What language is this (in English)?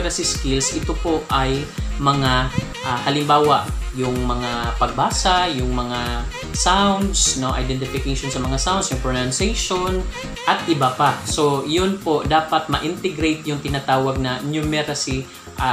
Filipino